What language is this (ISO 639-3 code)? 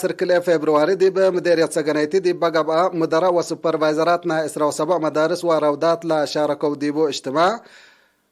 tig